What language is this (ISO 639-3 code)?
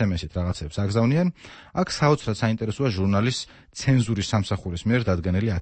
kat